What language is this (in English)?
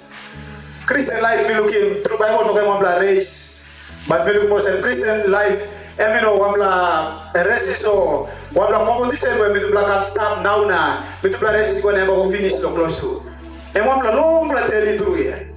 Tok Pisin